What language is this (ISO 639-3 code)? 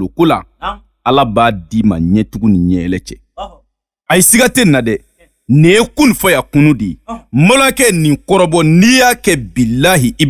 bam